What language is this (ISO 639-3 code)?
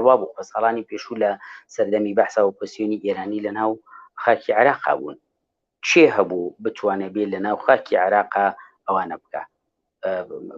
ckb